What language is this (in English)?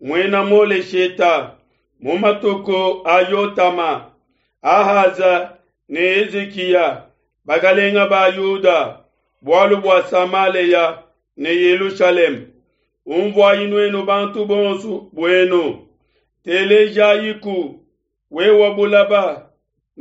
Luba-Lulua